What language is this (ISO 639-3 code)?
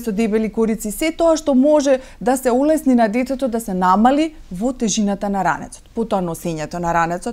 mkd